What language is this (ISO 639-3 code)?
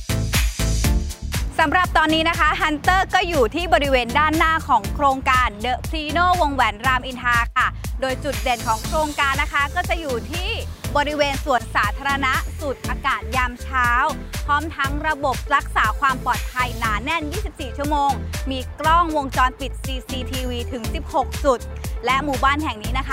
tha